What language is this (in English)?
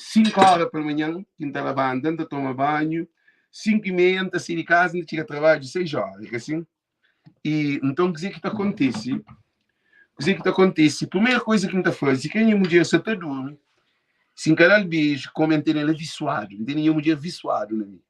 Kabuverdianu